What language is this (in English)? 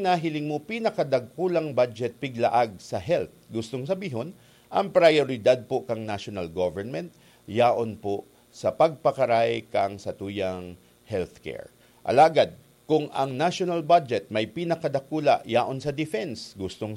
Bikol